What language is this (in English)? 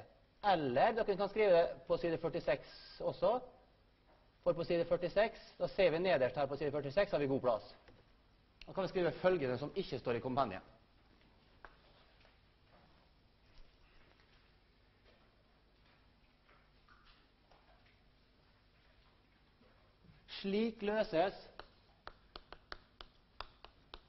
Norwegian